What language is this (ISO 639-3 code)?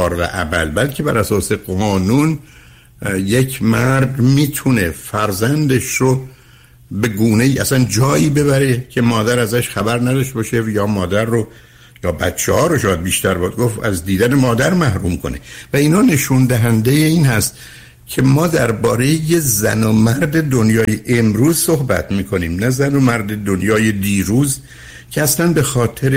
fas